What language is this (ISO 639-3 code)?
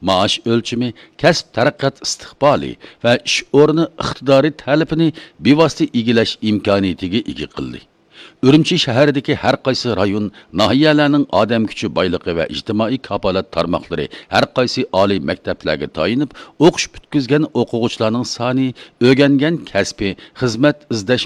uig